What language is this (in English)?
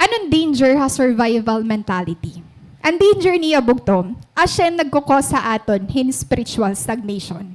Waray